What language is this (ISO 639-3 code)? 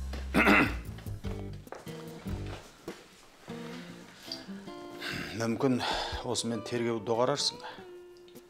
kaz